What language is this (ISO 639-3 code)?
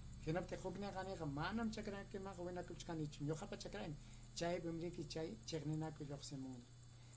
quy